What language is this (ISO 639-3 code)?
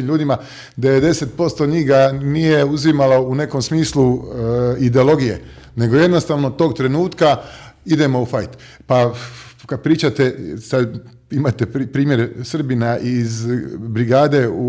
hrv